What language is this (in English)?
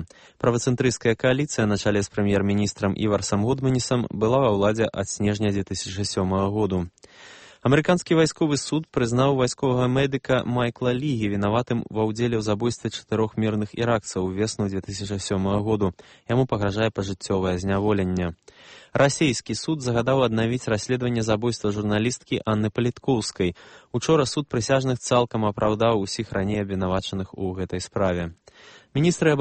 Belarusian